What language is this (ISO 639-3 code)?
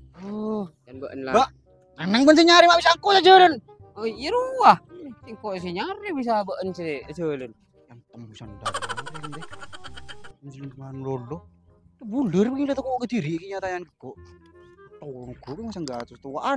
mad